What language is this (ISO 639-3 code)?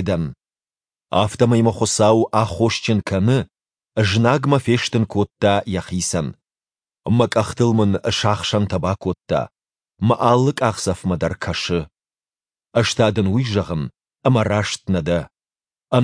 oss